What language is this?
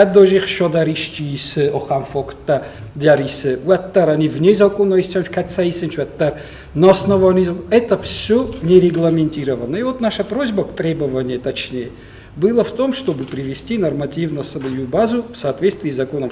Ossetic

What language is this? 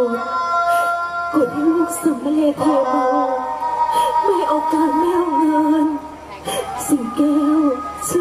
Thai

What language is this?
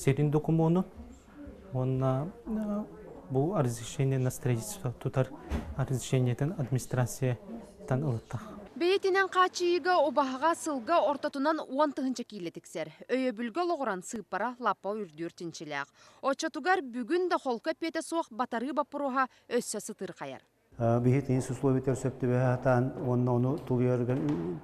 Yakut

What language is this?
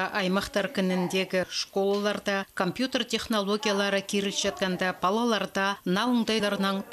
Khakas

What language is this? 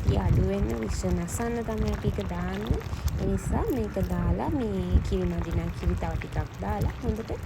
Sinhala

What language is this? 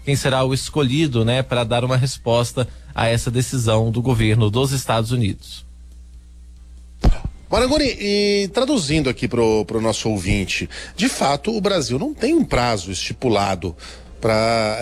Portuguese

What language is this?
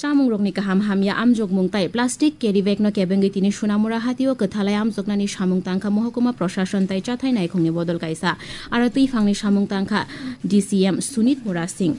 Kok Borok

